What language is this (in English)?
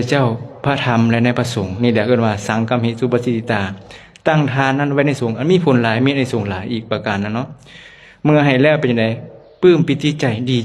Lao